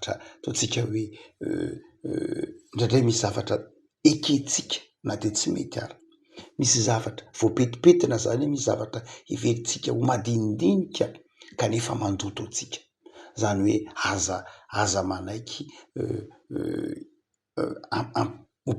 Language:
Malagasy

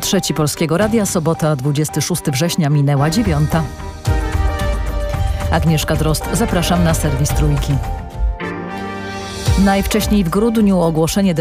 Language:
Polish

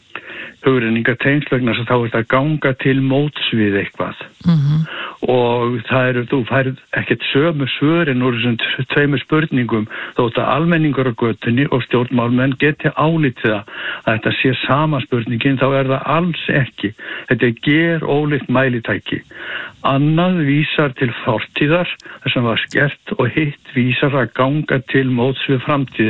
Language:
Icelandic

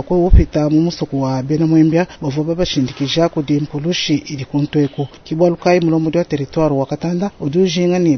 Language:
Luba-Lulua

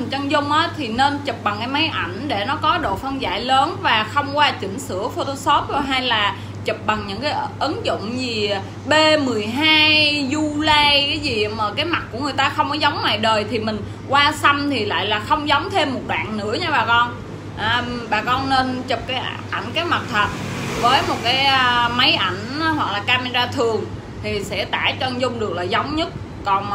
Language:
Vietnamese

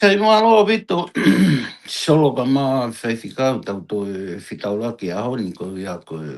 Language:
Tongan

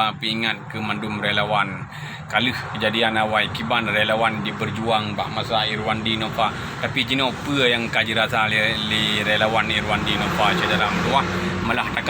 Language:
Achinese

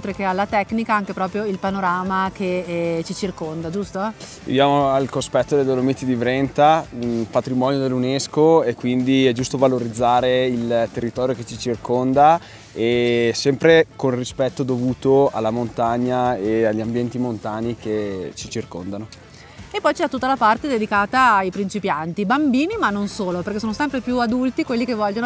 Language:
Italian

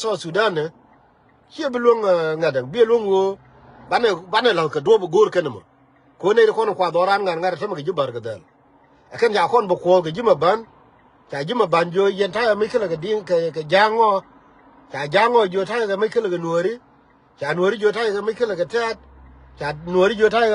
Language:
Nuer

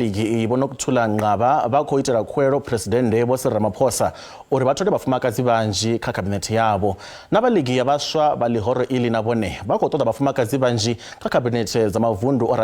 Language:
Venda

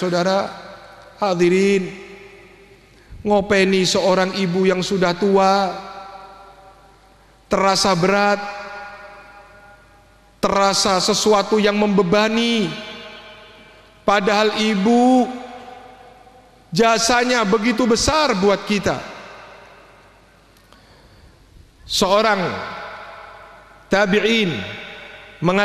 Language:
Indonesian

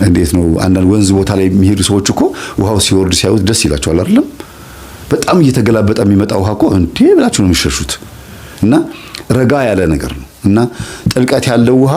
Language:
Amharic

